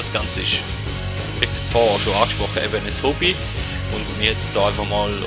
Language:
Swiss German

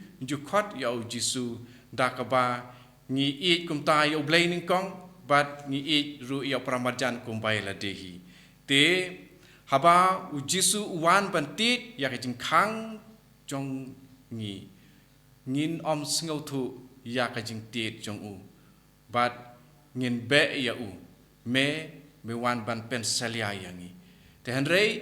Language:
Khasi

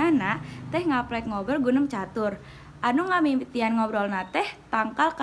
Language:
Sundanese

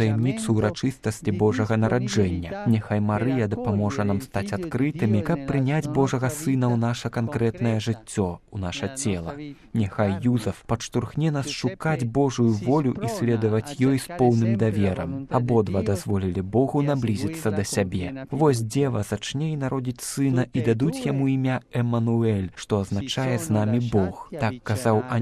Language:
Belarusian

